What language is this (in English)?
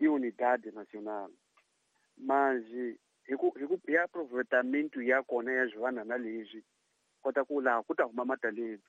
Tsonga